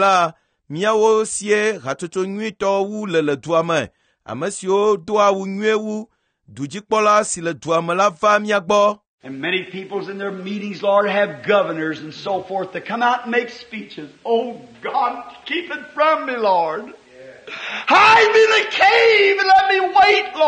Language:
Ewe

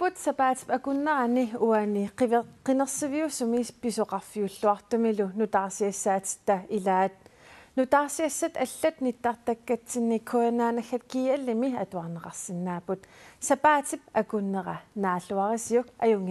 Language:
Kalaallisut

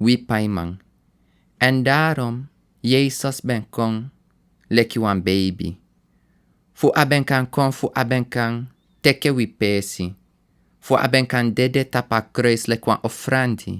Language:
Sranan Tongo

